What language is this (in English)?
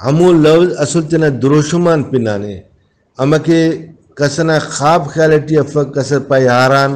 Brahui